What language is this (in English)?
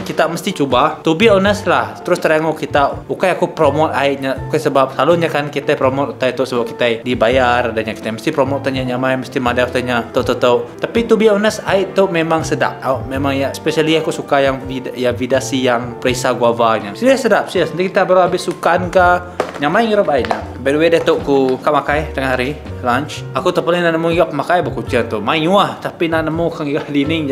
Iban